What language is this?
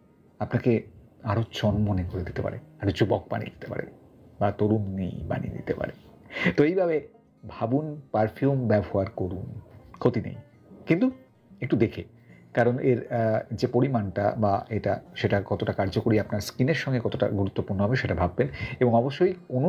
Bangla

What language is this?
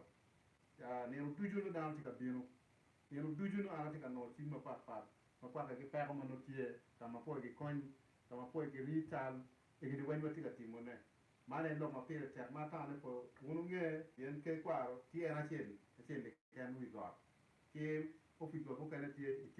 Acoli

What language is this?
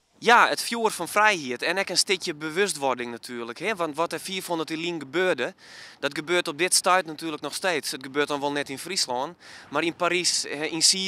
Western Frisian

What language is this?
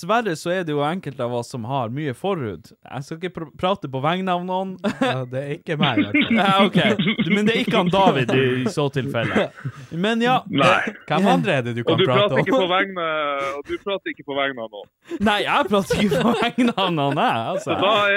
Norwegian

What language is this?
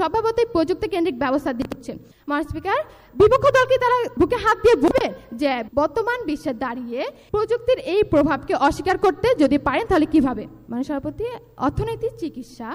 Bangla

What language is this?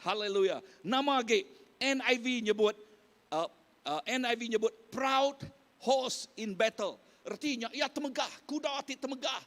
Iban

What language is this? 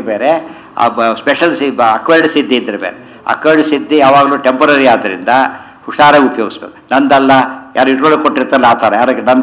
Kannada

